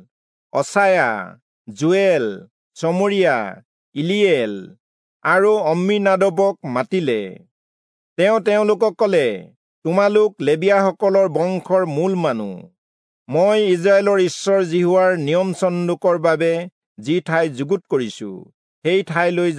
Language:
Assamese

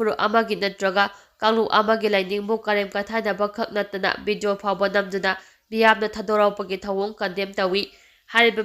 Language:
Manipuri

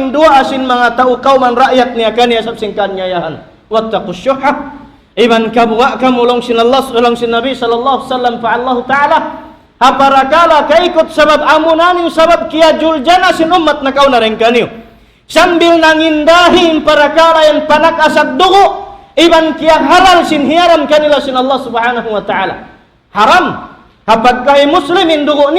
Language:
Tausug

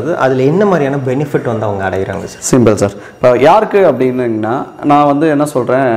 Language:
Tamil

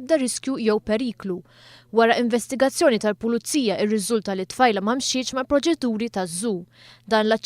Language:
Maltese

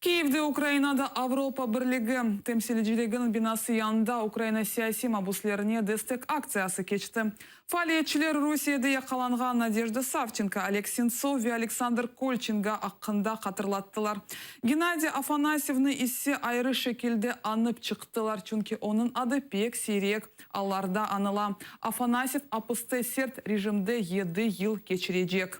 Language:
Crimean Tatar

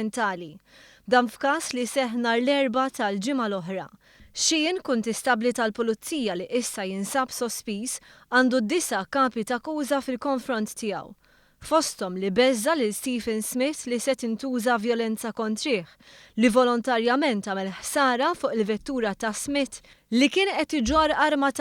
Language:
Maltese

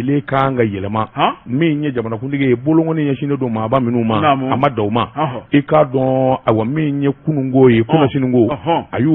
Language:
Bambara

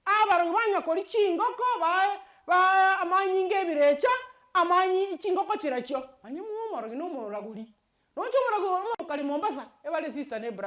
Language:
Gusii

